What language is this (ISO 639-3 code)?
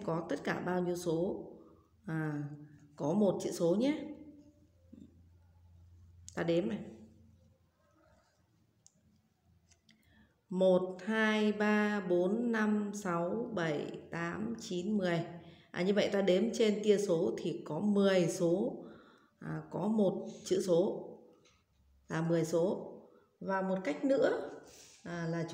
vie